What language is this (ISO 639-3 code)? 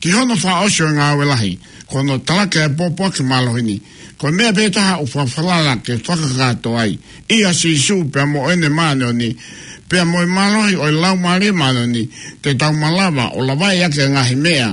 ton